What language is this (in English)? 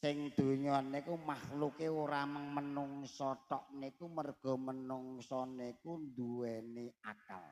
Javanese